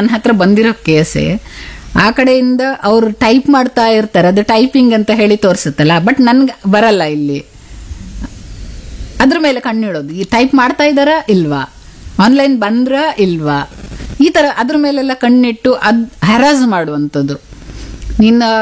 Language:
Kannada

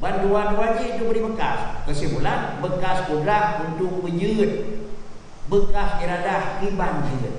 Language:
Achinese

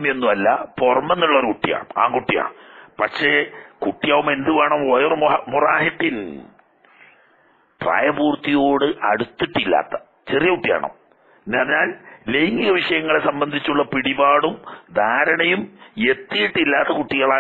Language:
Malayalam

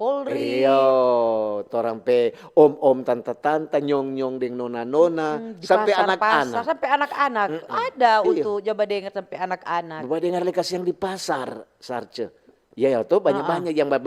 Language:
Manado Malay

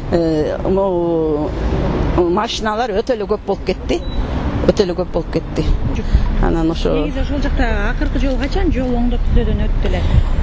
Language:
Kyrgyz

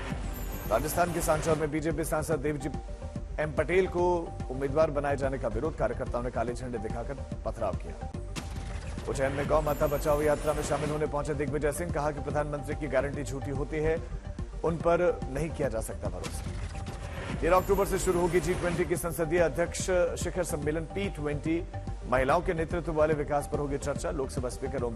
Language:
Hindi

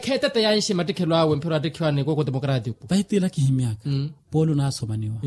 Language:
Makhuwa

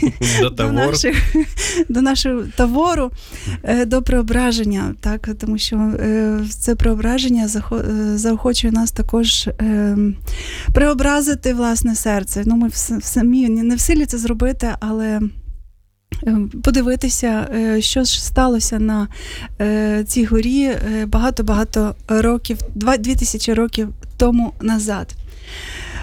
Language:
Ukrainian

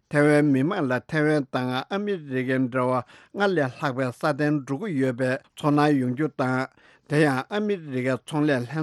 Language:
Tibetan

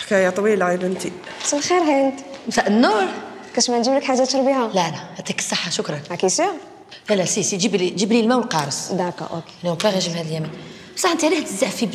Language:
Algerian Arabic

